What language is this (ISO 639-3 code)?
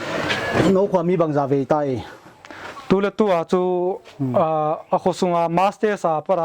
pck